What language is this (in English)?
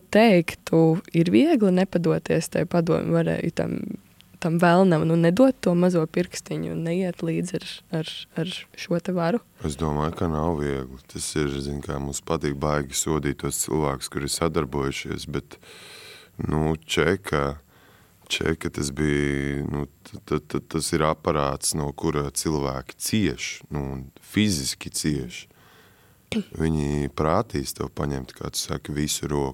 Latvian